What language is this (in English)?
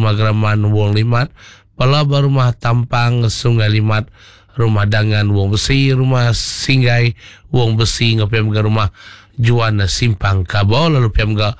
Iban